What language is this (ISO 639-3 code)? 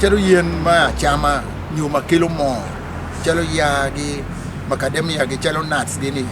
ach